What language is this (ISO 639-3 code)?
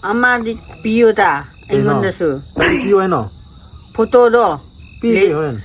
mni